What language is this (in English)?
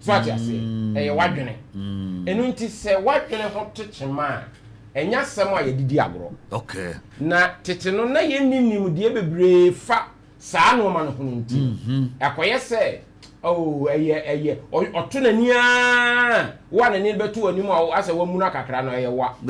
Akan